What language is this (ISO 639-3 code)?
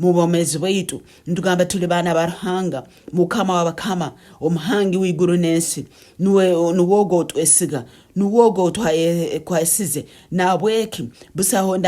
ttj